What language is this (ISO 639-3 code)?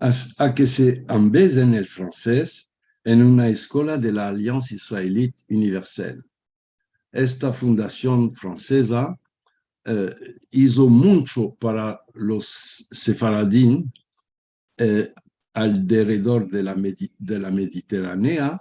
lad